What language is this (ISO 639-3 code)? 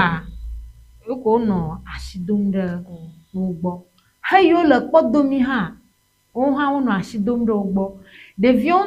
ewe